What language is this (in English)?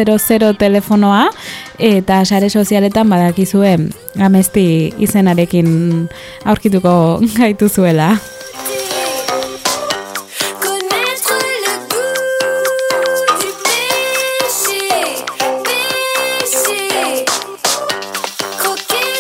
Basque